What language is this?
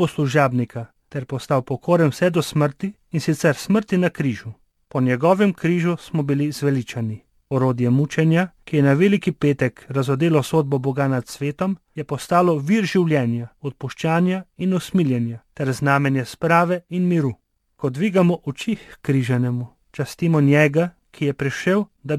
Slovenian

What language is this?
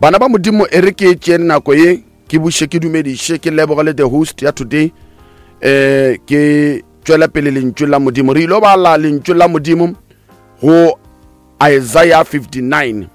Northern Sotho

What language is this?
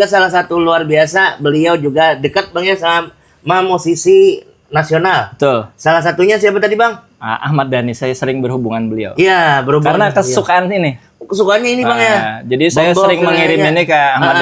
Banjar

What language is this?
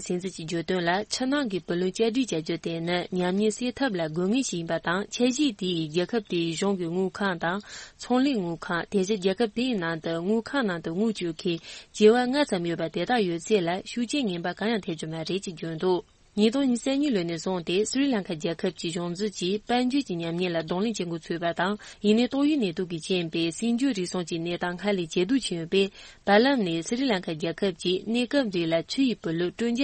Tibetan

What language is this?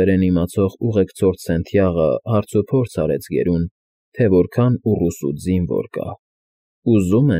Armenian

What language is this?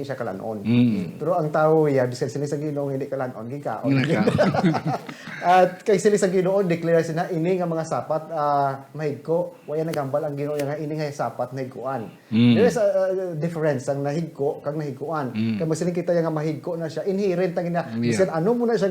Hiligaynon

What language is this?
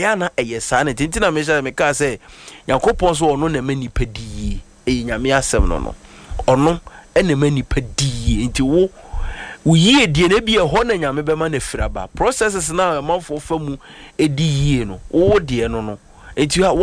Akan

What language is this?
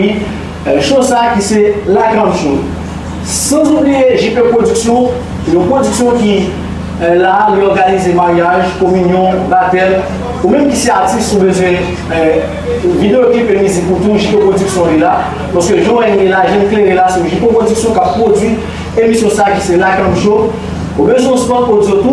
Haitian Creole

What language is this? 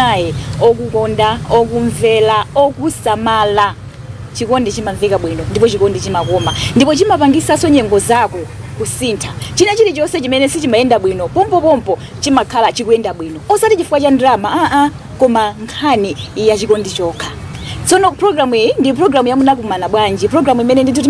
Nyanja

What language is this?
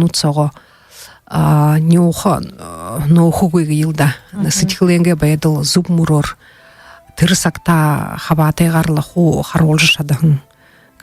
Buriat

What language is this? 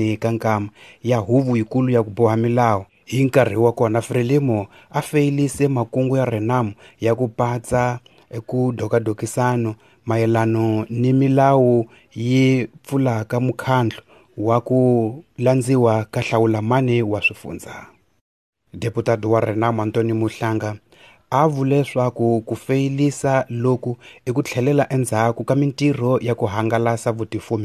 Tsonga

